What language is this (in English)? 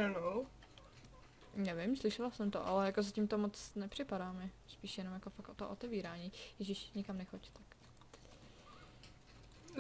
Czech